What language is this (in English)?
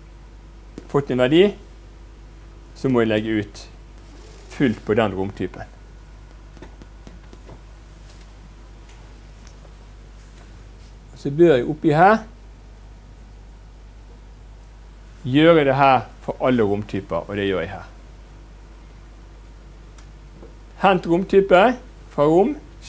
Norwegian